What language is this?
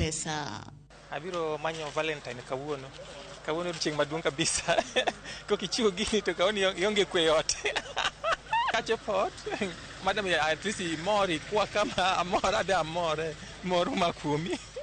Luo (Kenya and Tanzania)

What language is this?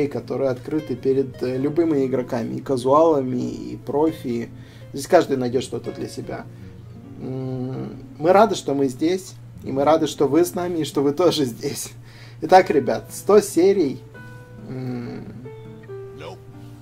Russian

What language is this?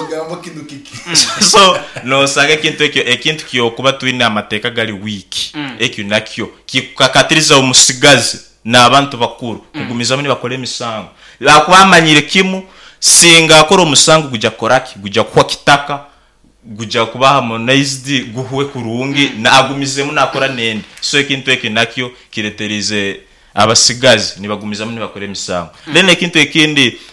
Nyankole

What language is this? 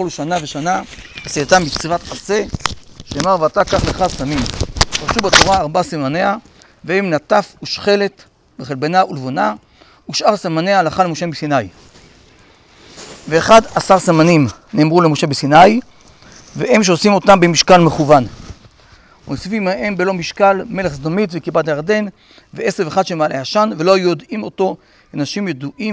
Hebrew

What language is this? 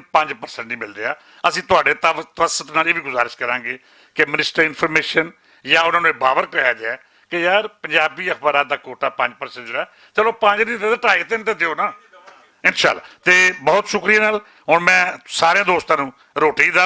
Western Panjabi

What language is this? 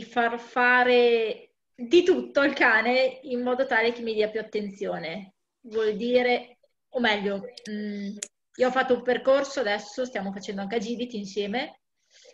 Italian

